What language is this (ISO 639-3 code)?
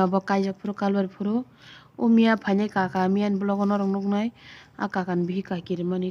trp